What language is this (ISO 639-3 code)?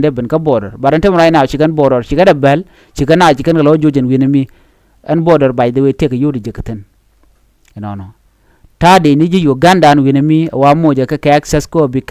nus